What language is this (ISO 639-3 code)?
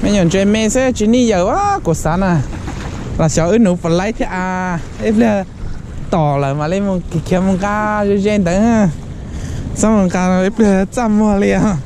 hmn